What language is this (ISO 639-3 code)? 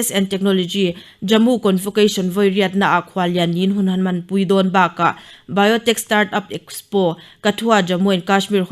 lus